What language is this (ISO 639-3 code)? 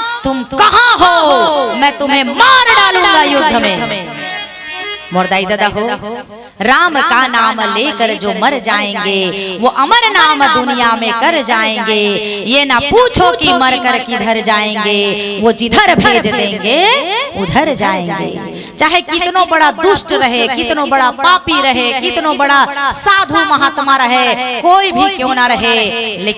hne